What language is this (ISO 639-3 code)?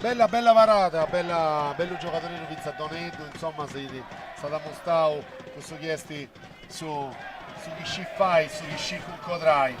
srd